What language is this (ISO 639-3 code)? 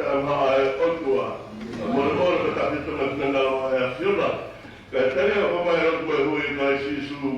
ton